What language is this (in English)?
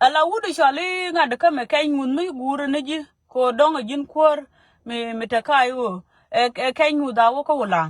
Nuer